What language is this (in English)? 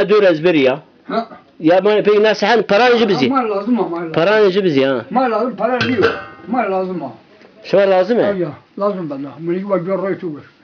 Zaza